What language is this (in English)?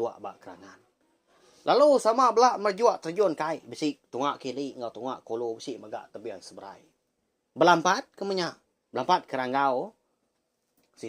Iban